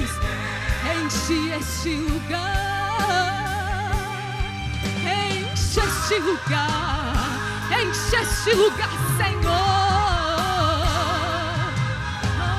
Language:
Portuguese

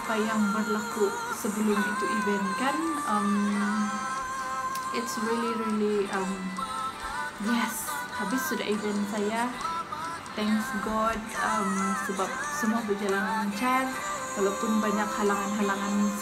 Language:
Sabah Malay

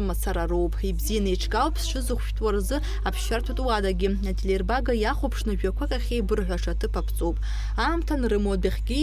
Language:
Abkhazian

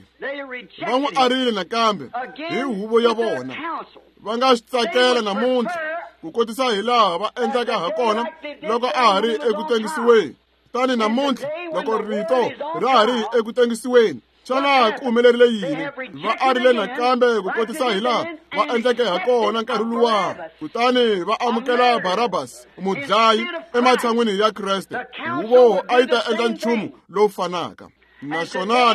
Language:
Tsonga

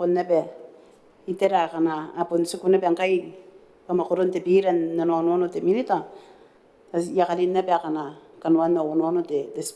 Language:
Gilbertese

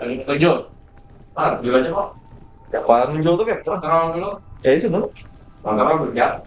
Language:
Banjar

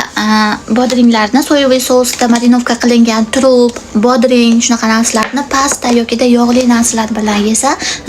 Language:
Uzbek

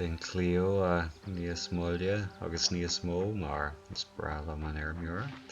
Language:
Irish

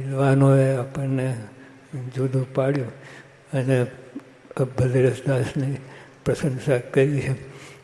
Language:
Gujarati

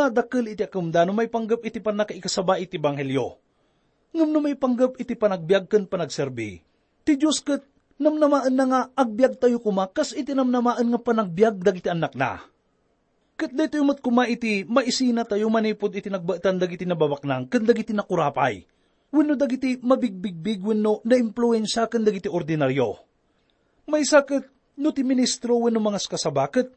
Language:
Iloko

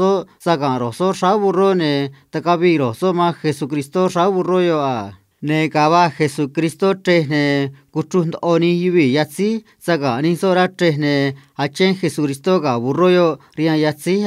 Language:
Copala Triqui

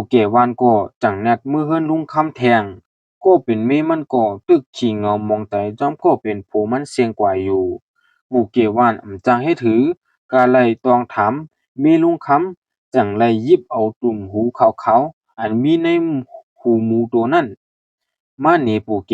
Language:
Shan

